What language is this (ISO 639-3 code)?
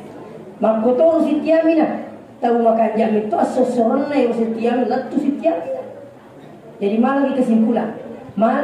bug